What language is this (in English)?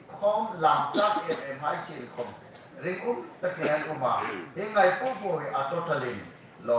Hmar